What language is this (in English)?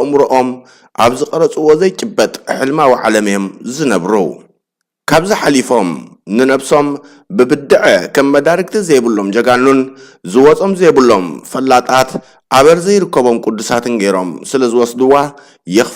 Tigrinya